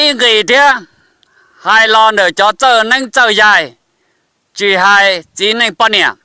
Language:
Hmong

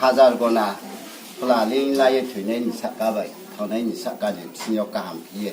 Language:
Riang (India)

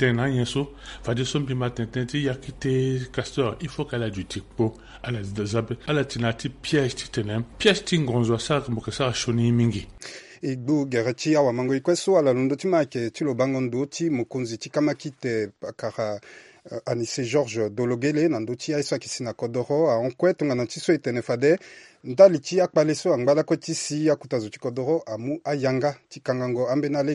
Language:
Sango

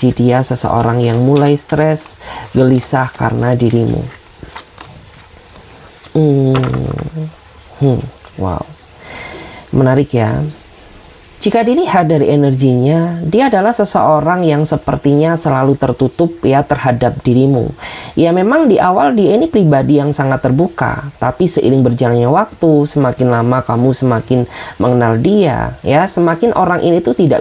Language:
Indonesian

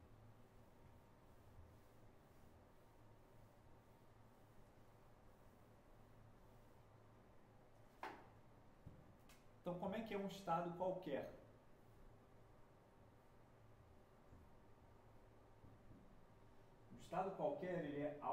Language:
Portuguese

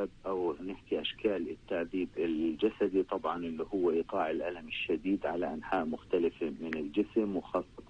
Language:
North Levantine Arabic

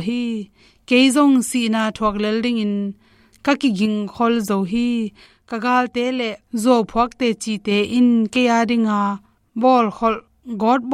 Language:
Tedim Chin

